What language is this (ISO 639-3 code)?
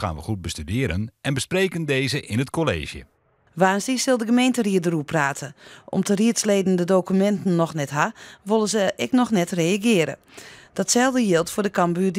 fry